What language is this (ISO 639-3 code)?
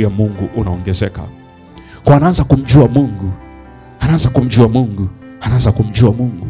swa